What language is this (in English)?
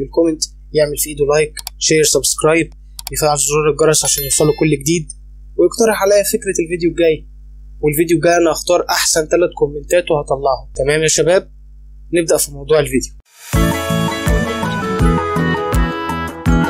Egyptian Arabic